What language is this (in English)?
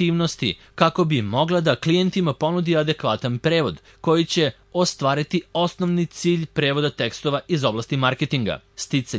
Serbian